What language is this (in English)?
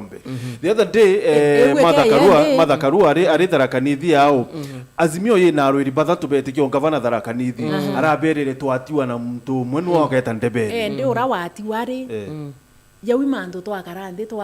Meru